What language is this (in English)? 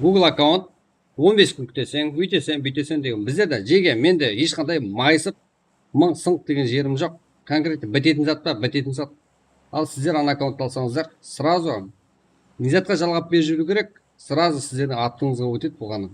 Kara-Kalpak